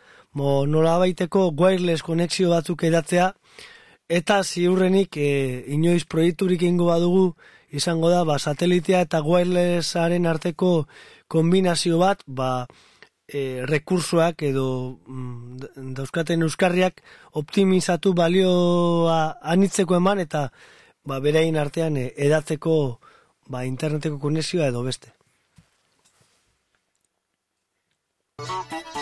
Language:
Basque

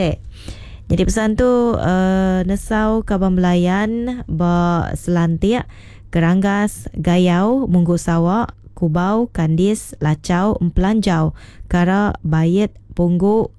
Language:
Iban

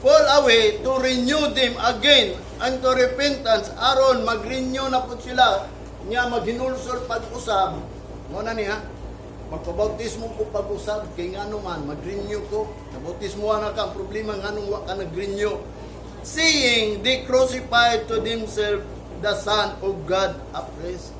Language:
Cebuano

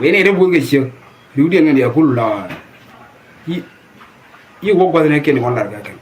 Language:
Nuer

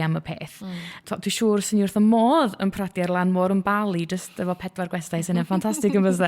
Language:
Welsh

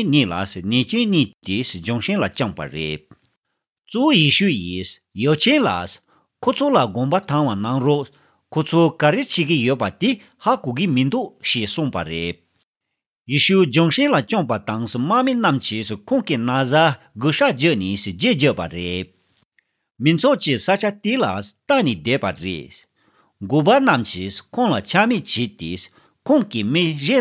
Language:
Tibetan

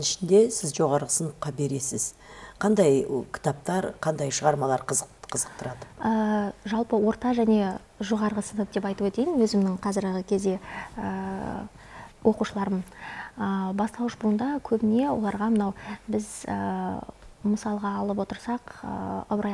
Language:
Kazakh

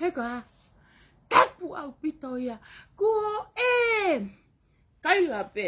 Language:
Tongan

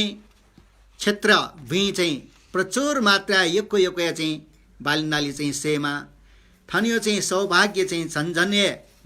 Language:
Newari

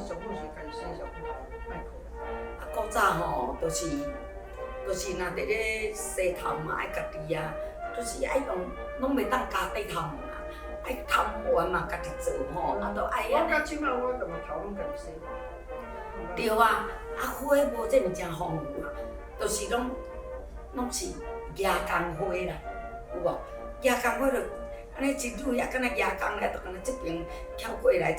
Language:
Min Nan Chinese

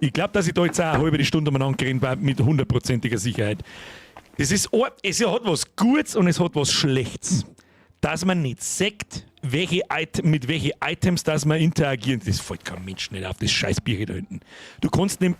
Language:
Bavarian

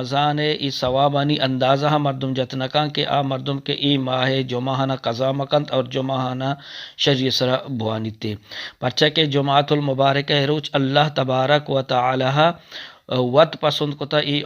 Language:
Eastern Balochi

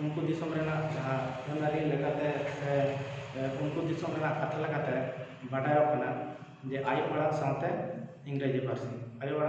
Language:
Santali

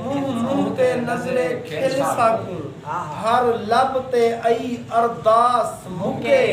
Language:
Saraiki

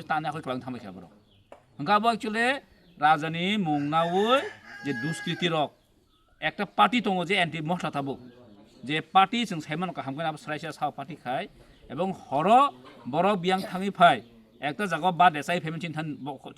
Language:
Kok Borok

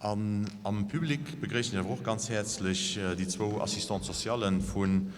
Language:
Luxembourgish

